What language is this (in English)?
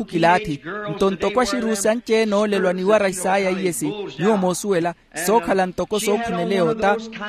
Makhuwa